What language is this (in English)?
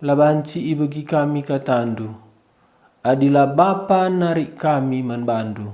Batak Karo